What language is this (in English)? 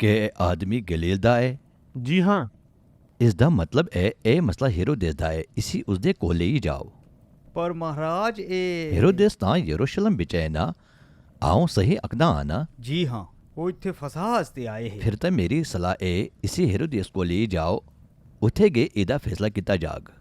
Dogri